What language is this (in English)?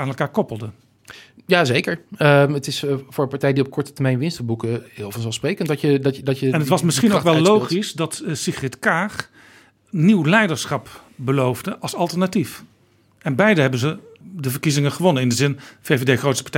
Dutch